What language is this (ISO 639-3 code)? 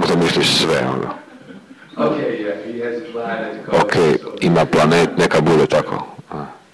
hrv